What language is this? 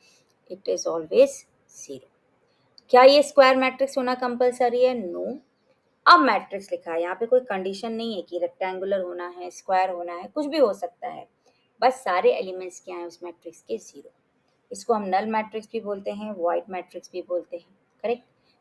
Hindi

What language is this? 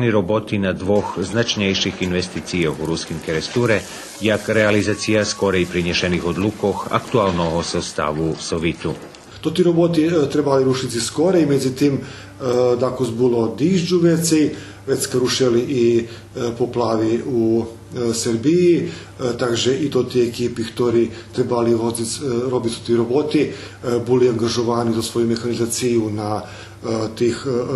Rusyn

